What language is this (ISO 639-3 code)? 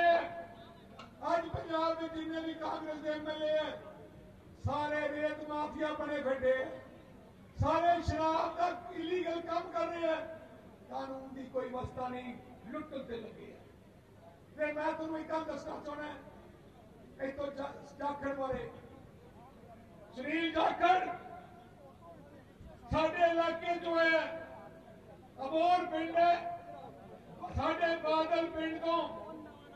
pan